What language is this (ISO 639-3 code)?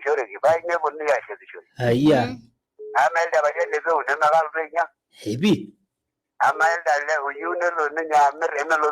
mas